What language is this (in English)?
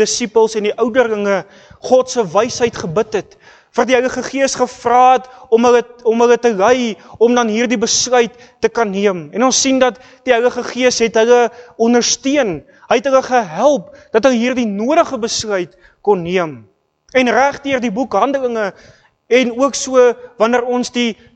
Afrikaans